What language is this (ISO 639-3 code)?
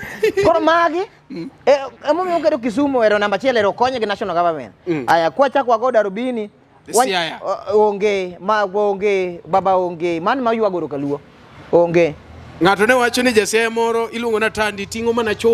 luo